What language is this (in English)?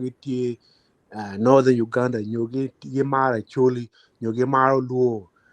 Acoli